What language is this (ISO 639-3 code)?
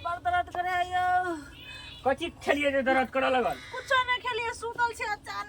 mai